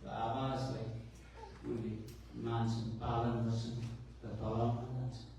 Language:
Nepali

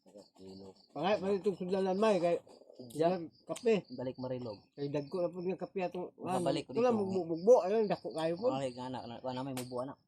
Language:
Cebuano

